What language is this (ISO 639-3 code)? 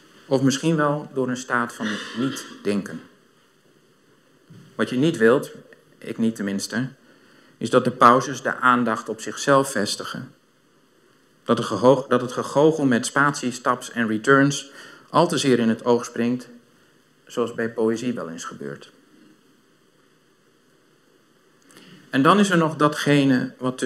nld